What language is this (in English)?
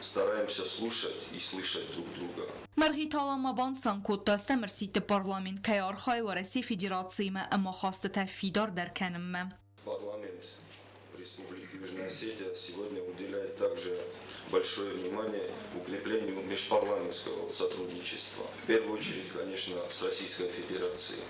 Ossetic